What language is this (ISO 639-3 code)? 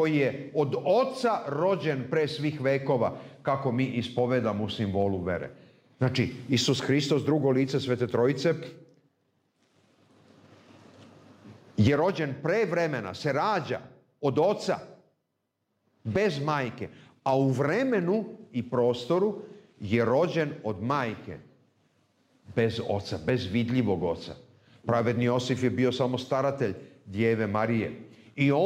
srp